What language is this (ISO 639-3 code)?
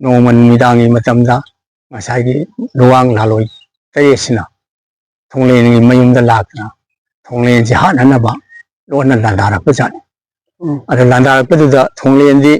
mni